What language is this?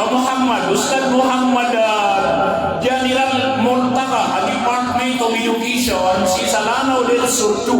Maranao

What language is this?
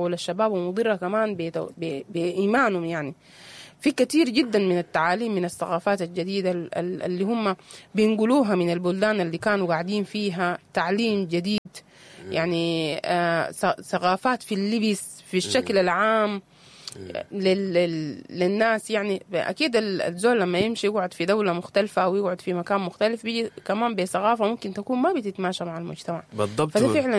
Sudanese Arabic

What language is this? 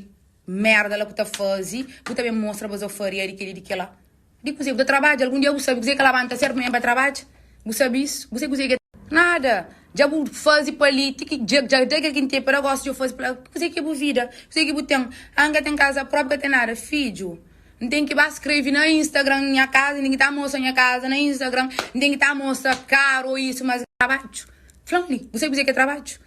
Kabuverdianu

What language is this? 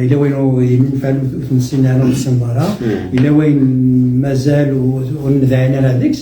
Kabyle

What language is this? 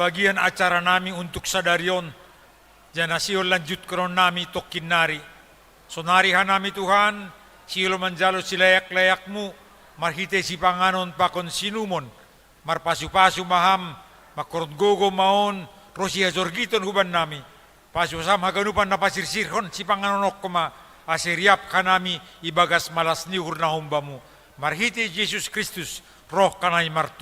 Batak Simalungun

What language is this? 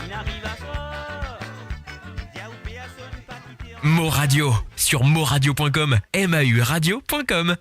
Morisyen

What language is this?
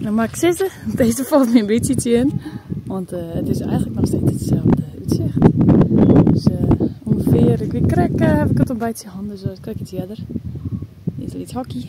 Western Frisian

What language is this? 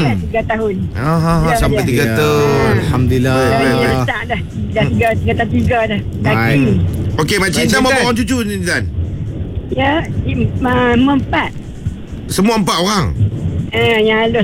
Malay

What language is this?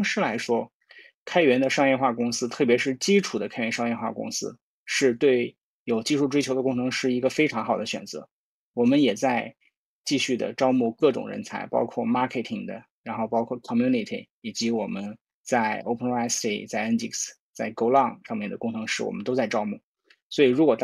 Chinese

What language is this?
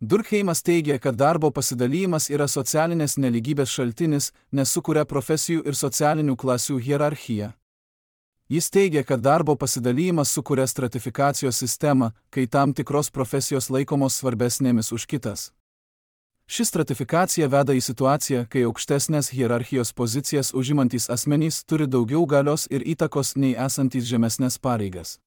Lithuanian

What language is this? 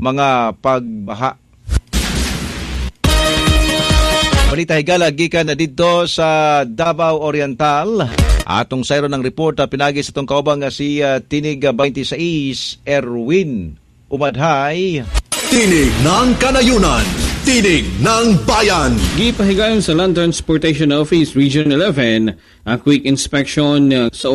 Cebuano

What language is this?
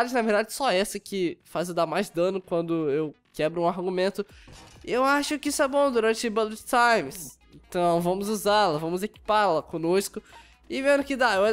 Portuguese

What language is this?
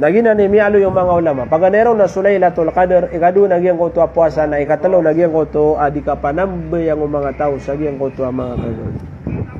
Maranao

